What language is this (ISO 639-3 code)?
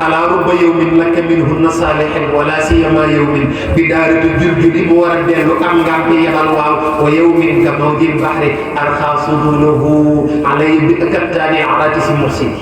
wol